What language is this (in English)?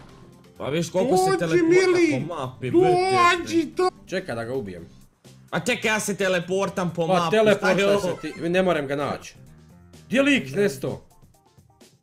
Croatian